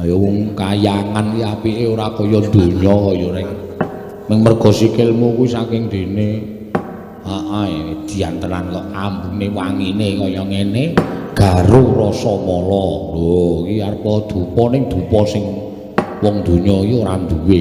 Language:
Javanese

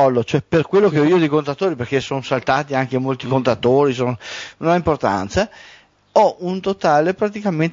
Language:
Italian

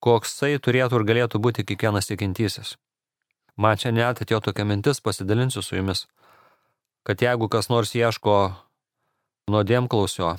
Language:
Lithuanian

